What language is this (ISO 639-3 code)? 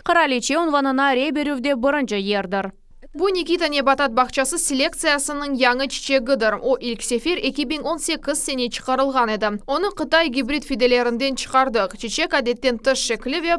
crh